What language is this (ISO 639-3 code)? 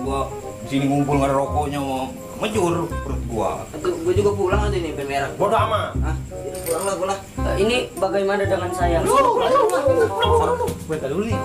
bew